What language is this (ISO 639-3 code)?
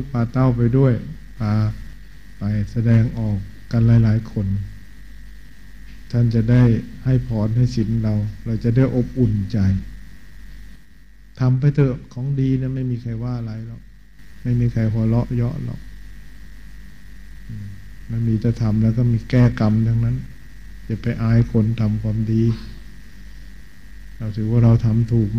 tha